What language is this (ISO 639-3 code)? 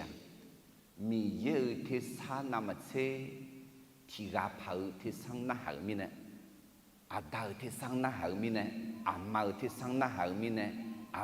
ahk